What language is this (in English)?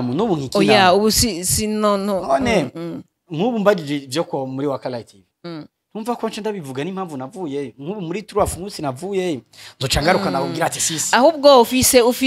Rundi